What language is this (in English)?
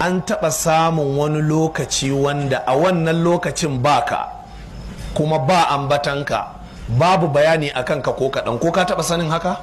Hausa